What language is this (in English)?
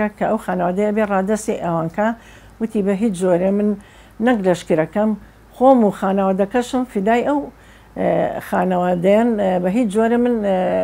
Central Kurdish